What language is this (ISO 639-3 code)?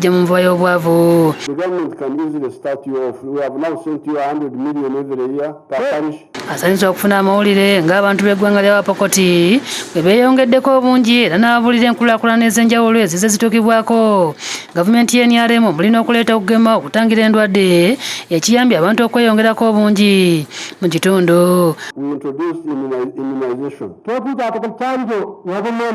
lug